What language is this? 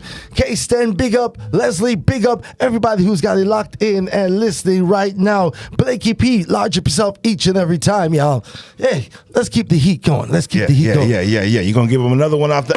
Jamaican Creole English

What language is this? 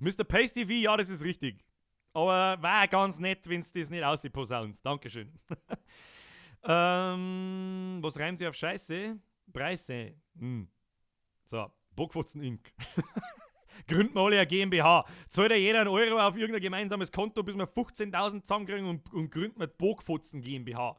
Bavarian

